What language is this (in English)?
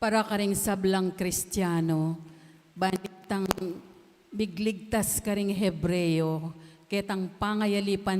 Pampanga